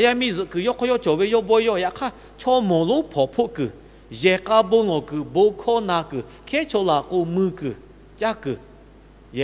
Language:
Lahu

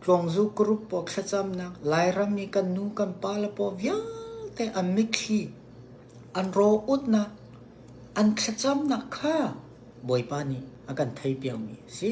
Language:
Hakha Chin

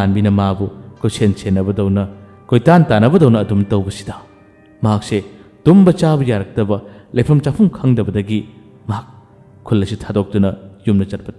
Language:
Manipuri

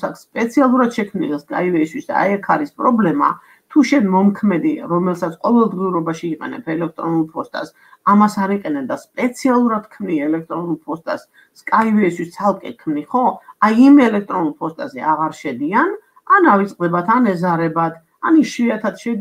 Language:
Georgian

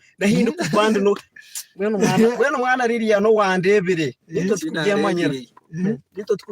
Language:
Nyankole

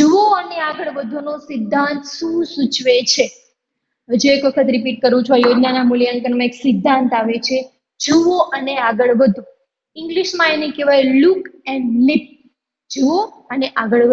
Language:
Gujarati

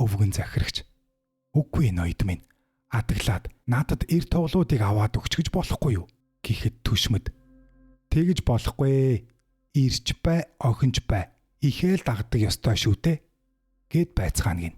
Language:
Mongolian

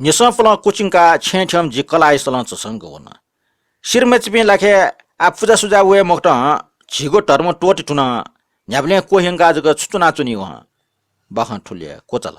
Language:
Newari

